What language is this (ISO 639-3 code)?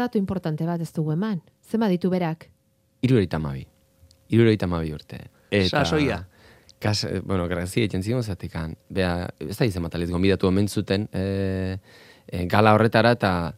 eus